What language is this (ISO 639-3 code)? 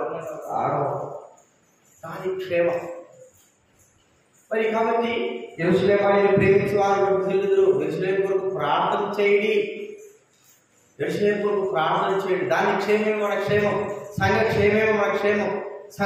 tel